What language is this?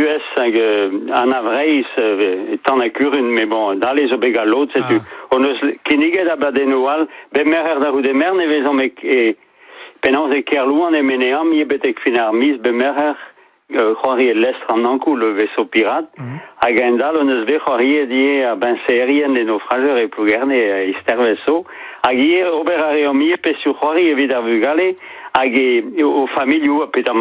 Breton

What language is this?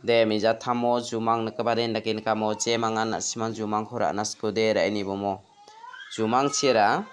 Garo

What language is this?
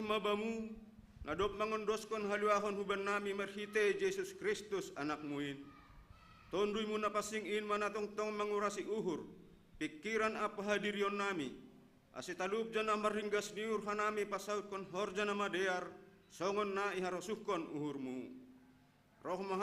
Batak Simalungun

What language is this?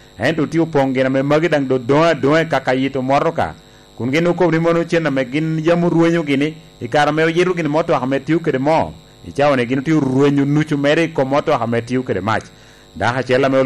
Lango (Uganda)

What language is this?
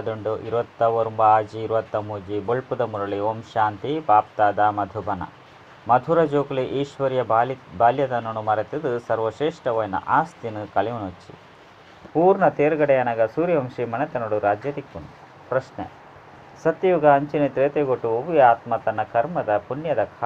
Tulu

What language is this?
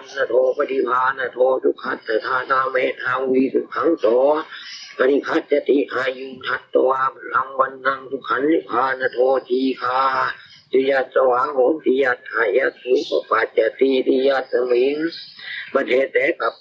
Pali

